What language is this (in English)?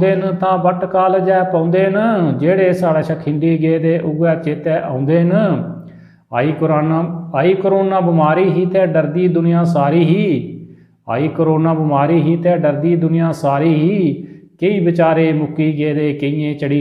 Dogri